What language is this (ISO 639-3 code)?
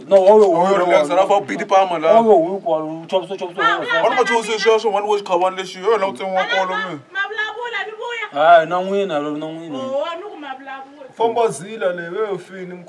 tso